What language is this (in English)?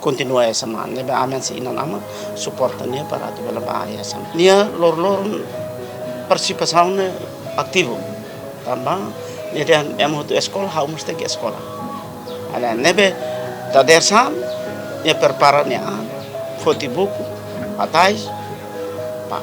Tetum